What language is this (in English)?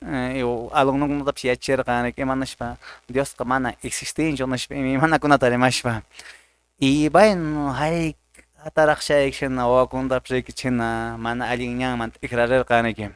Quechua